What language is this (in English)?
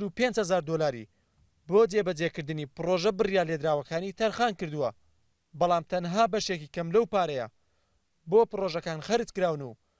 Central Kurdish